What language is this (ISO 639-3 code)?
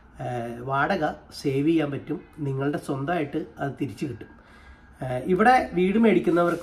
mal